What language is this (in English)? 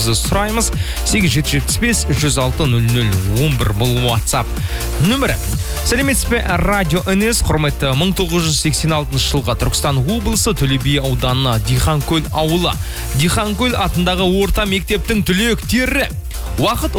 Kazakh